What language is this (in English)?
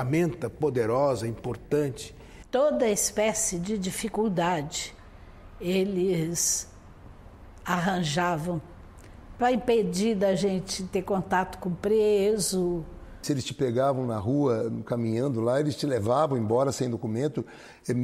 Portuguese